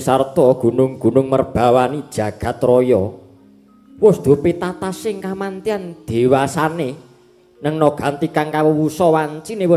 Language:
Javanese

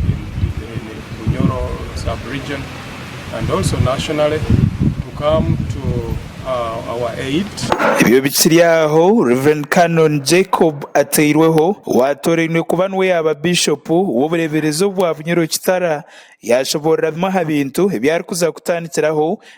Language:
Nyankole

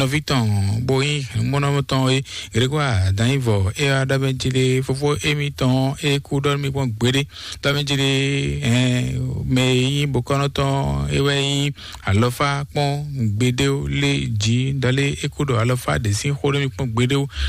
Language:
Fon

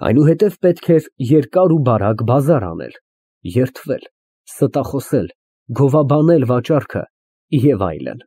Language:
Armenian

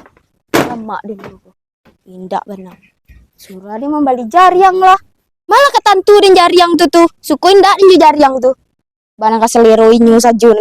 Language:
Minangkabau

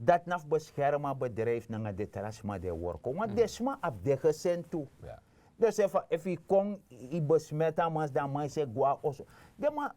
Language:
Sranan Tongo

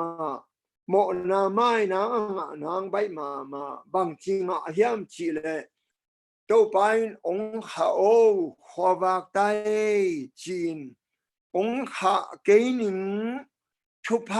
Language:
Tedim Chin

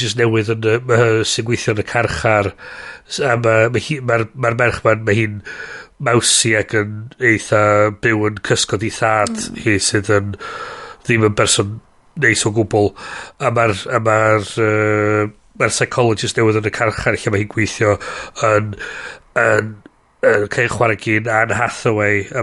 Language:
Welsh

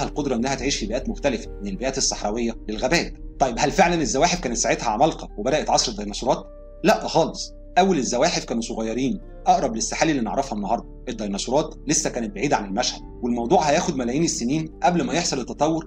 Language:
Egyptian Arabic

